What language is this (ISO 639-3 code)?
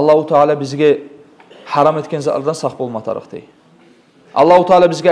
kum